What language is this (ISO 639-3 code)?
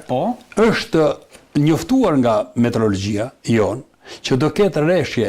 sqi